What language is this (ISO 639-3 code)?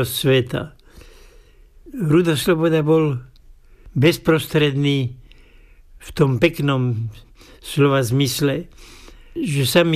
slk